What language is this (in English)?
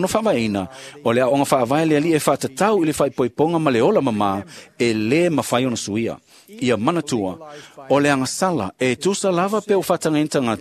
Samoan